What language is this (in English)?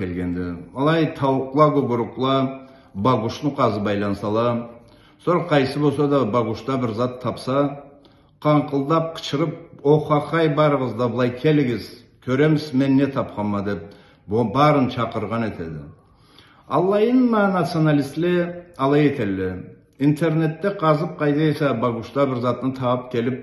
Karachay-Balkar